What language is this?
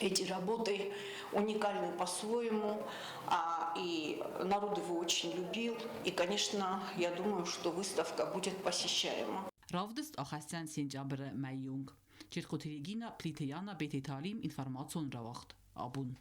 Ossetic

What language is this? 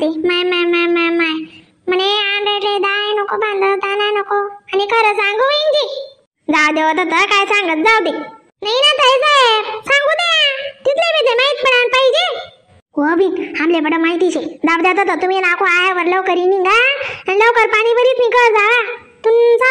Khandesi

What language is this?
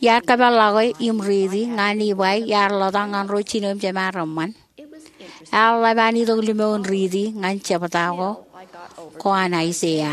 Marshallese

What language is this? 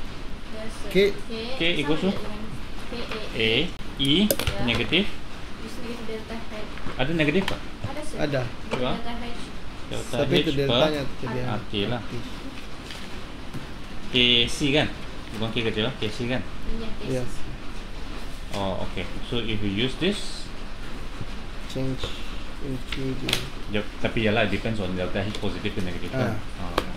Malay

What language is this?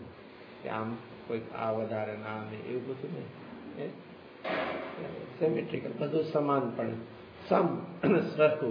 Gujarati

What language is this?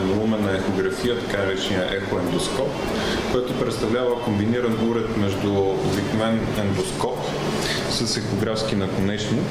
Bulgarian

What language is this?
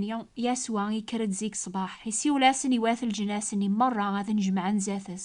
Kabyle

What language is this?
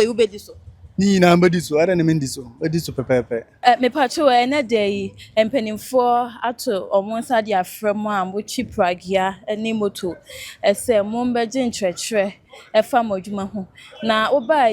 Akan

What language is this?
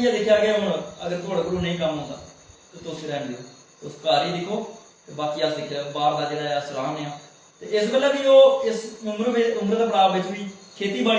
Dogri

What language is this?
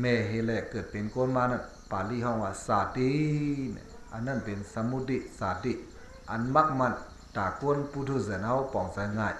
Shan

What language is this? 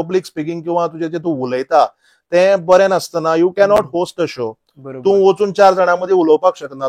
Konkani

